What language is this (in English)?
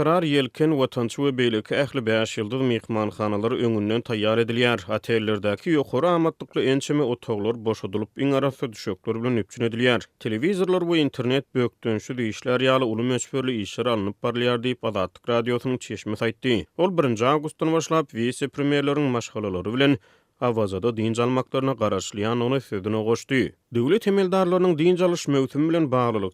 Turkmen